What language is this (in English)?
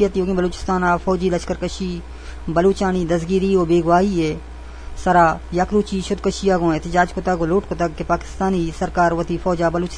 Eastern Balochi